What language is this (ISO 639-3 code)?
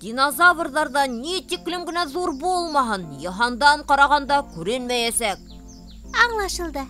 bak